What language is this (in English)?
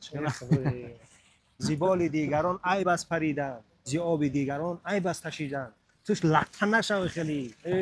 Tajik